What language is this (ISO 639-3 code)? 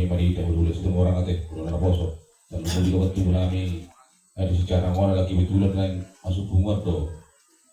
bbc